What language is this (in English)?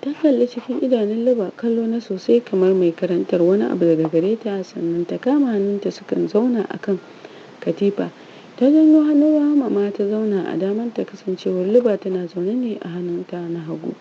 Hausa